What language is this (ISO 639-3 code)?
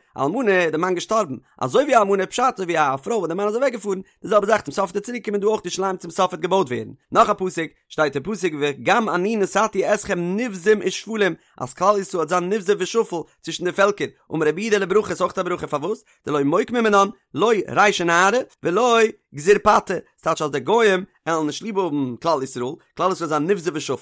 yid